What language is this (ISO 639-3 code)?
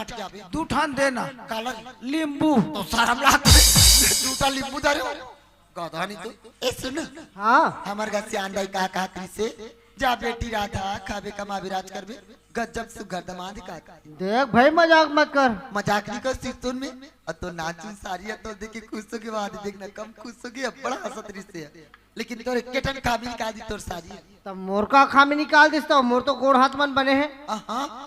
hne